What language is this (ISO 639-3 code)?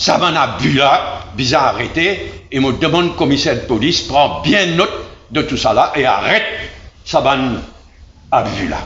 mfe